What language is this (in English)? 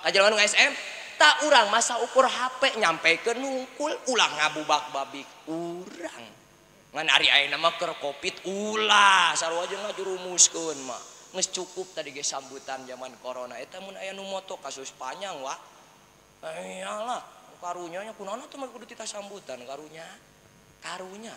Sundanese